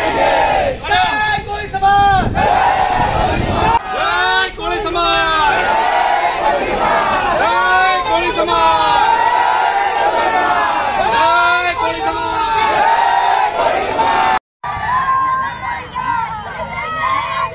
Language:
Gujarati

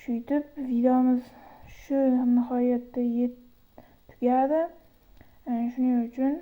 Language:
Uzbek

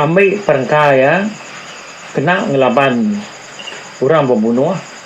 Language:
Iban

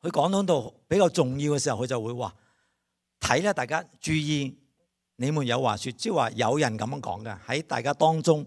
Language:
Cantonese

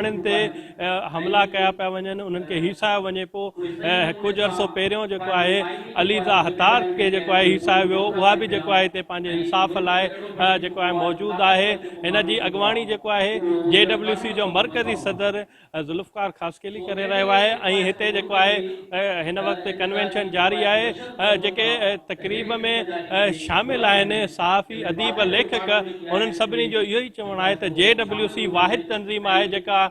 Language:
Sindhi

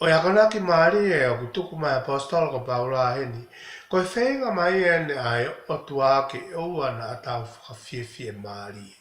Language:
Tongan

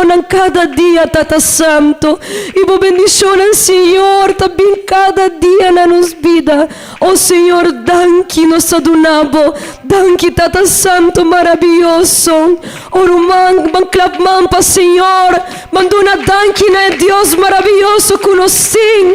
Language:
Papiamento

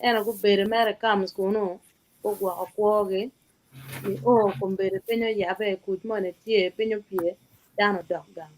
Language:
Acoli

